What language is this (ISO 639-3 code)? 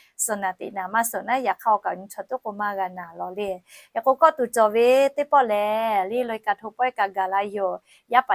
lhu